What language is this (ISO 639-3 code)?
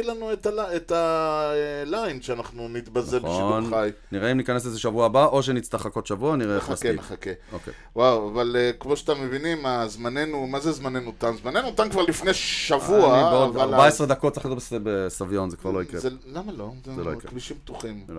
heb